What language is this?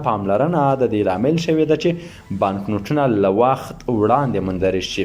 Pashto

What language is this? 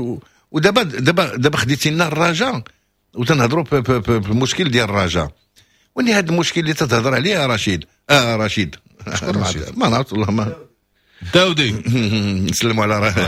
Moroccan Arabic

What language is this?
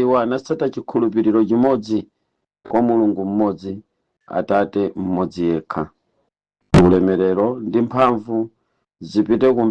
Nyanja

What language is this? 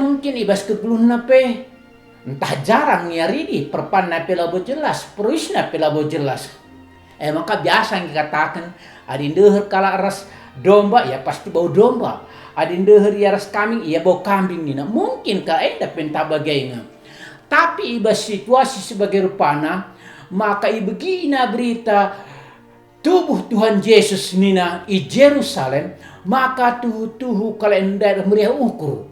Batak Karo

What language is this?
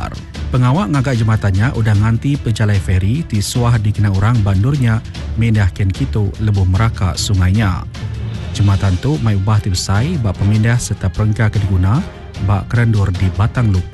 Iban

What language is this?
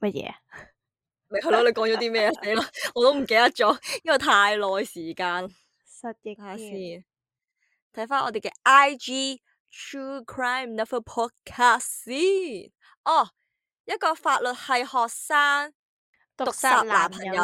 Cantonese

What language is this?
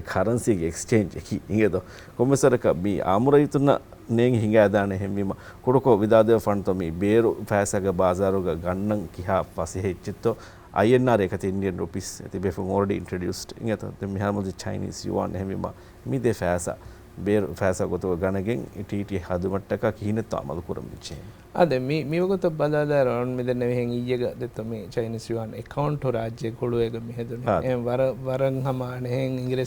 Divehi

